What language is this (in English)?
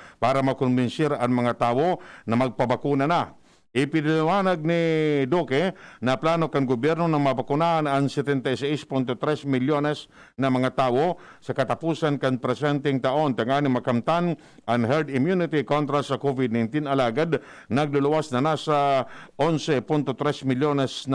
Bikol